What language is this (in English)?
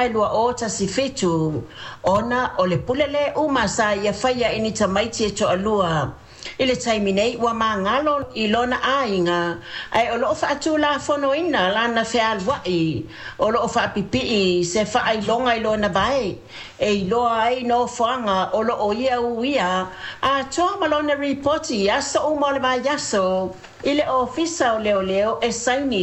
Samoan